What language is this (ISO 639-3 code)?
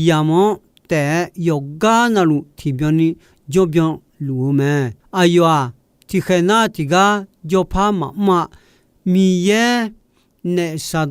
ahk